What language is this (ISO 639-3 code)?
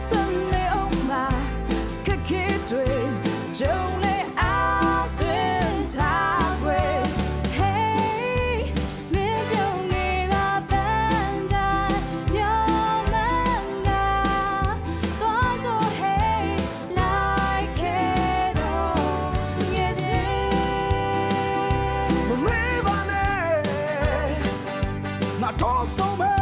mya